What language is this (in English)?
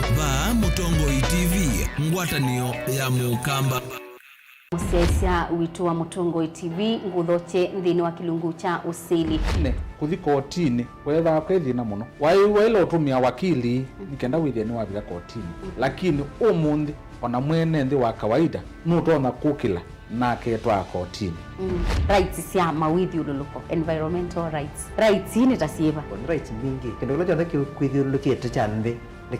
Kamba